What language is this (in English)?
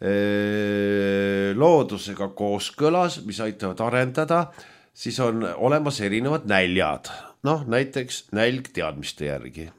Estonian